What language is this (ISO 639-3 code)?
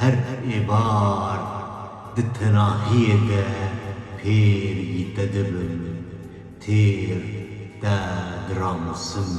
kur